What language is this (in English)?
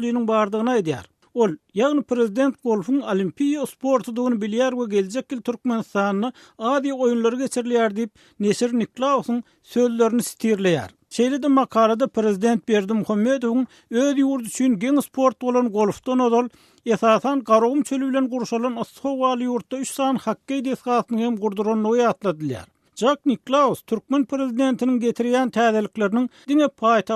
Turkmen